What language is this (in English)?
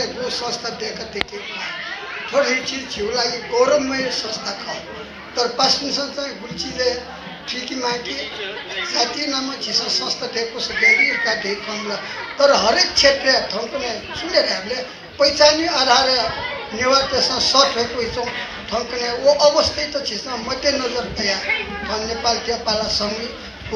Newari